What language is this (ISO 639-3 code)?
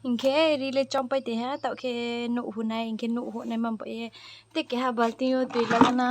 ria